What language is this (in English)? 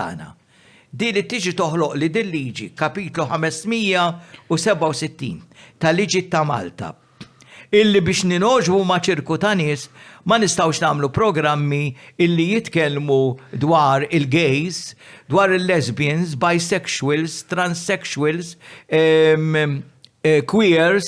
Maltese